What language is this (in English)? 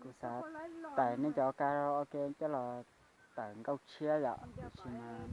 Hmong